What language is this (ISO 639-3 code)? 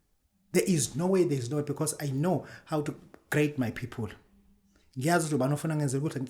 zul